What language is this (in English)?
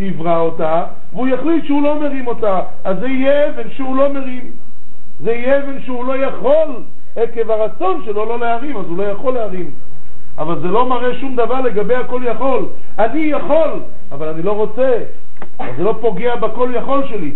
Hebrew